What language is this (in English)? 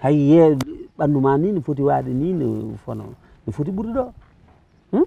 Fula